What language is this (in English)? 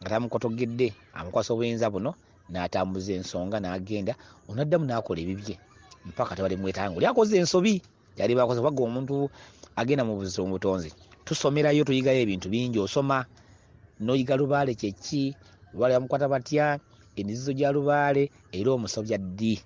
Ganda